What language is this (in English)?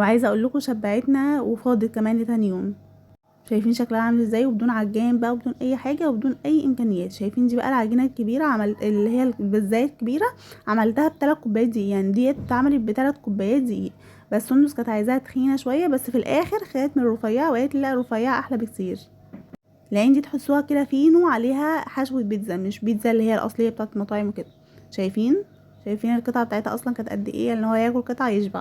Egyptian Arabic